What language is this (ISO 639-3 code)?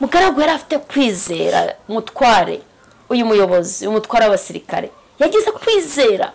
kin